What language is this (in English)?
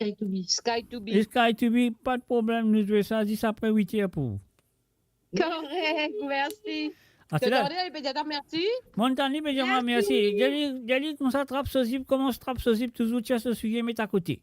Morisyen